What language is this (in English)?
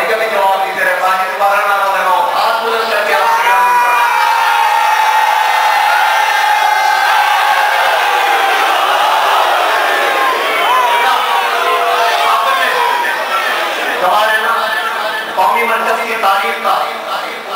Urdu